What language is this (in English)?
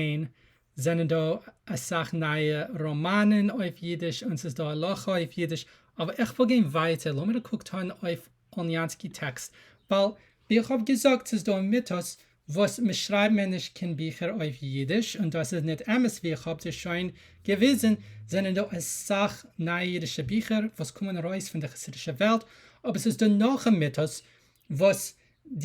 Yiddish